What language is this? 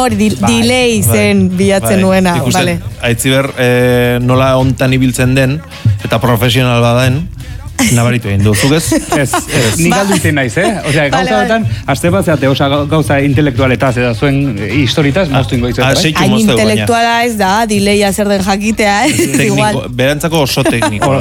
Basque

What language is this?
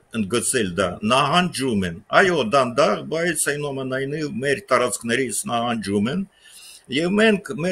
Armenian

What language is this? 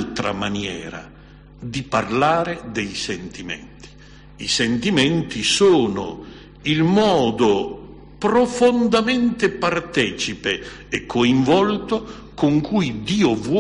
Italian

